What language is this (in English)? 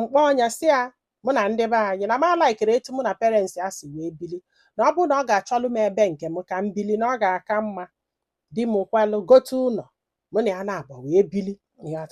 Igbo